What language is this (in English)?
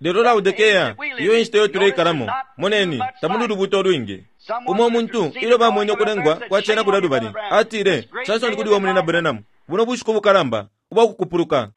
Bemba